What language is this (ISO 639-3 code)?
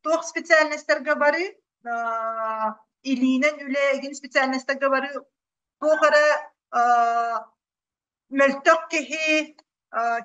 sah